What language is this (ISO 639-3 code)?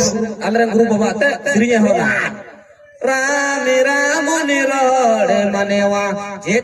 sat